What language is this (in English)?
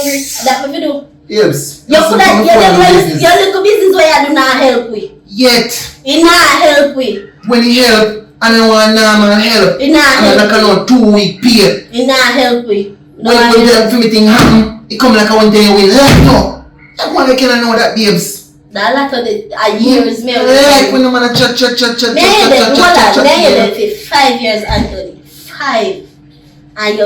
Jamaican Creole English